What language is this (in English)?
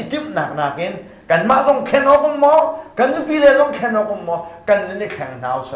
Hakha Chin